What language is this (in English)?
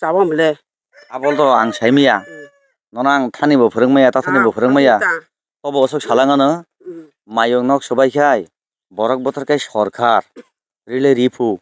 Kok Borok